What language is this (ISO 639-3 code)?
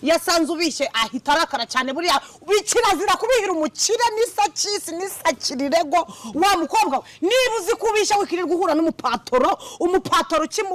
kin